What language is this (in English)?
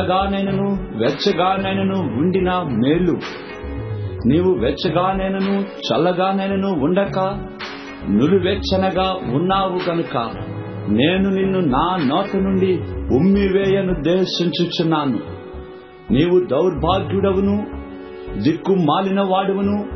Telugu